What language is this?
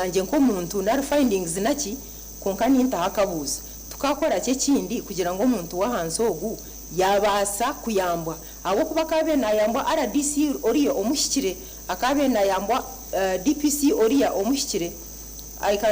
Nyankole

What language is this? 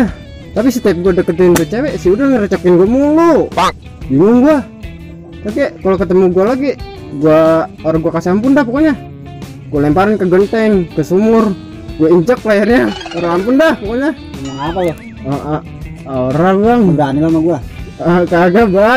Betawi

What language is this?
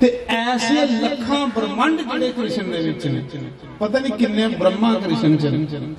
Dogri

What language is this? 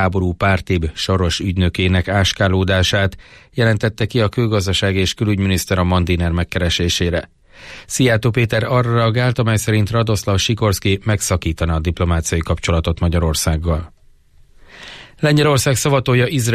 Hungarian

